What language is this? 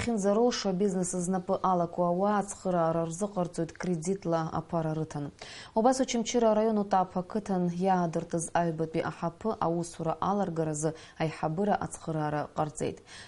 Abkhazian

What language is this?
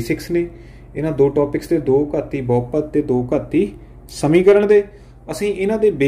Punjabi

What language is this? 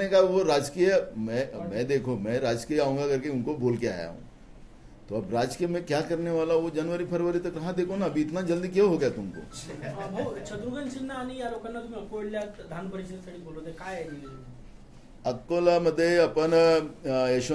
Marathi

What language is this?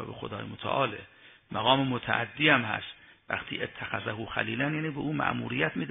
Persian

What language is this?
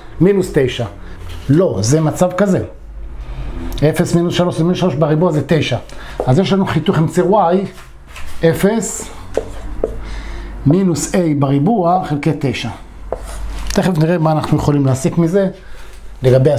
Hebrew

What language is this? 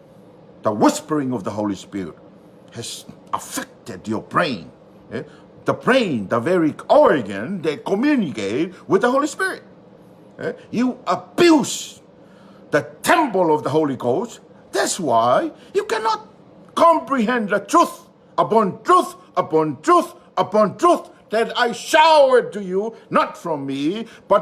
Tongan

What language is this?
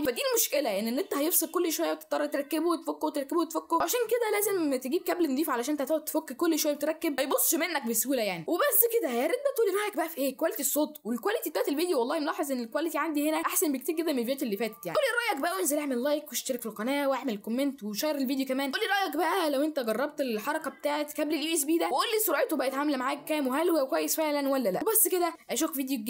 Egyptian Arabic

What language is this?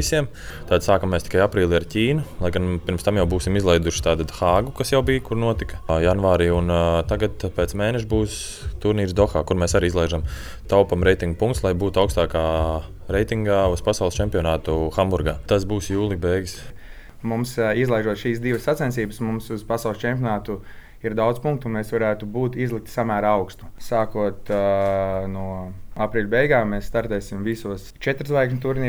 Latvian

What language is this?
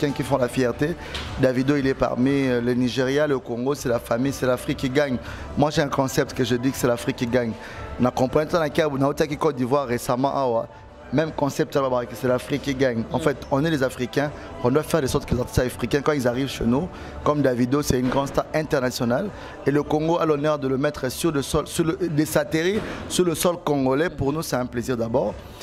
French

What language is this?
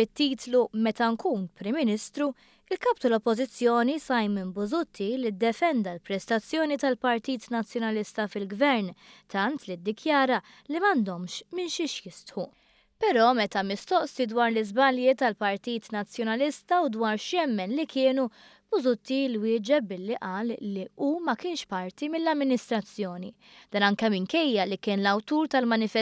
Maltese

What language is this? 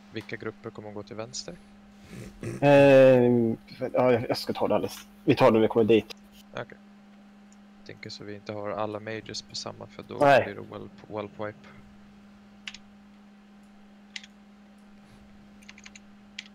Swedish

